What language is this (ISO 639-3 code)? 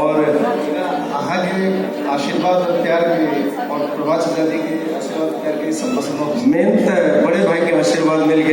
mai